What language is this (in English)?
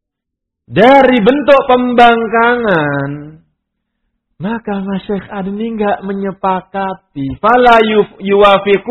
Indonesian